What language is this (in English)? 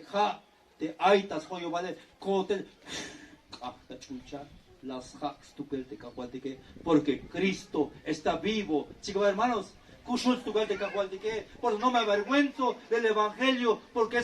Tzeltal